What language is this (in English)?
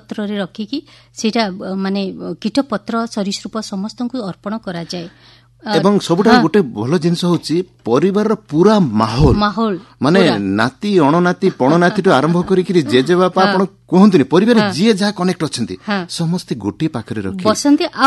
Odia